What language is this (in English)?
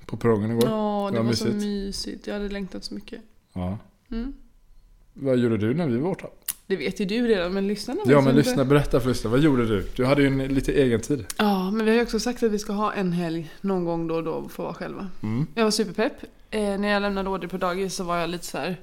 Swedish